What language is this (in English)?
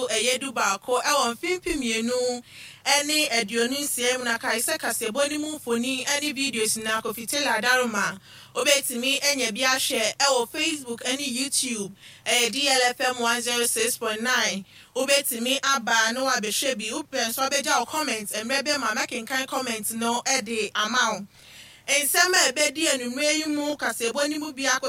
Akan